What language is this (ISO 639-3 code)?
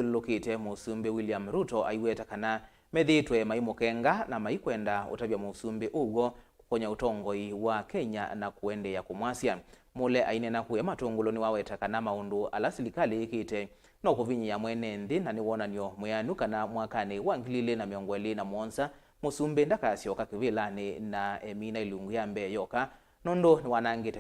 kam